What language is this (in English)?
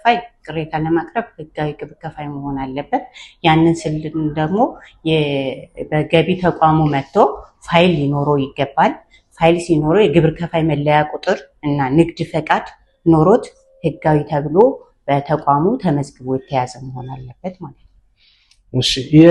Amharic